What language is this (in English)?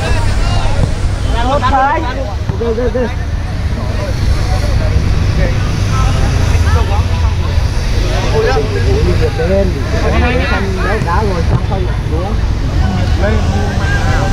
Vietnamese